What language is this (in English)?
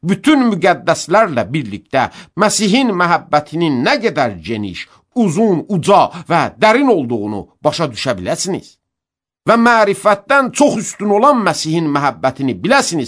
Azerbaijani